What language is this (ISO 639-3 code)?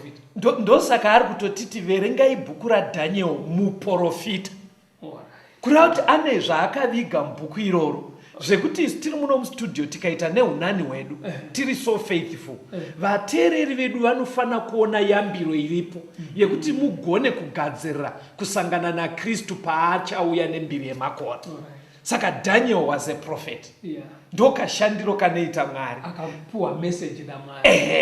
sna